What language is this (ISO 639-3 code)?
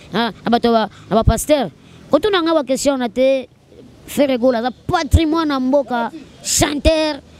lin